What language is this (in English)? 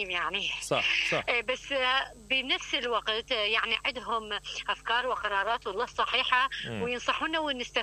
Mesopotamian Arabic